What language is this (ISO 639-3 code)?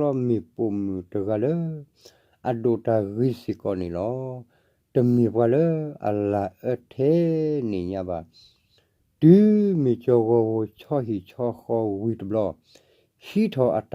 ksw